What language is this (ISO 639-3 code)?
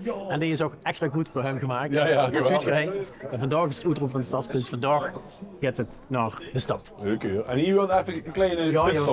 lim